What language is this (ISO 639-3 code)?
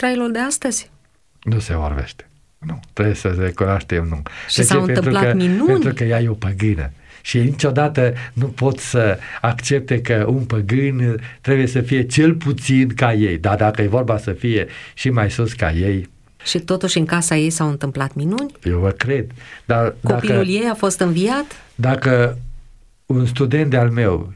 ron